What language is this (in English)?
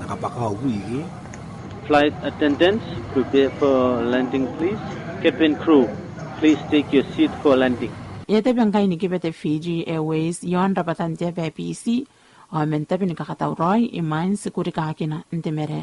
Gilbertese